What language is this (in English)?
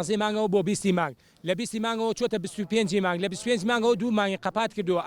Central Kurdish